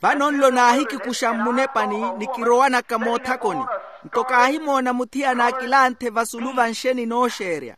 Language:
Makhuwa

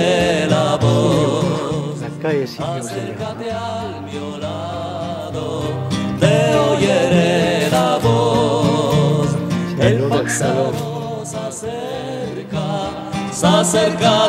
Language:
Ladino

